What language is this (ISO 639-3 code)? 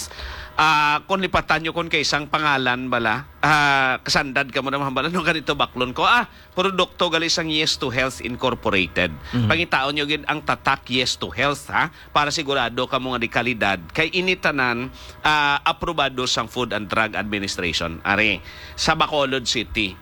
hil